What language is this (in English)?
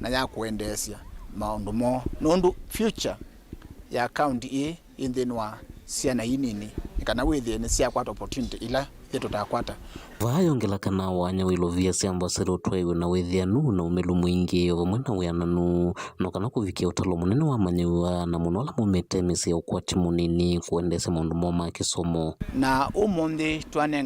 Kamba